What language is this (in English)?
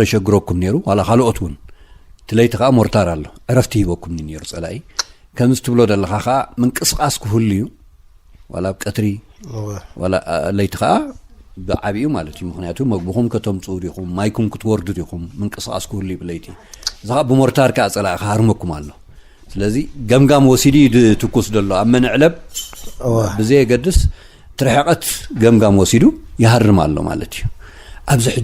Tigrinya